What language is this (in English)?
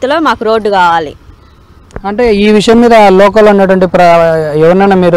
Telugu